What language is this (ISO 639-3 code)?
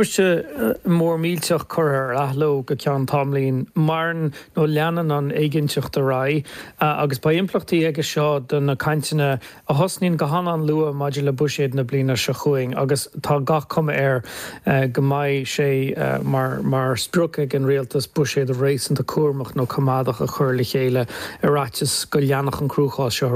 gle